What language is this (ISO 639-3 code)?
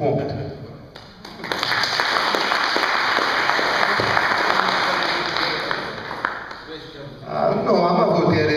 ron